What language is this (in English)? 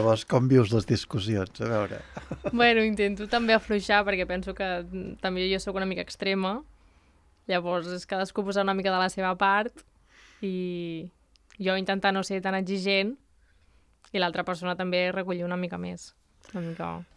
Catalan